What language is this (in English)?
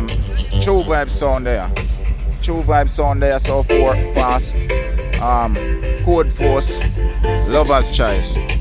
Jamaican Creole English